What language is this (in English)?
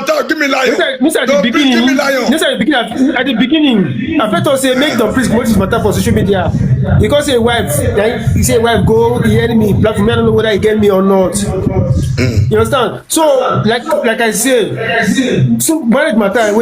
Nigerian Pidgin